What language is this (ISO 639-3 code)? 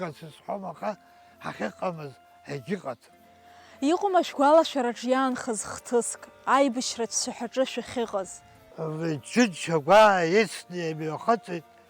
abk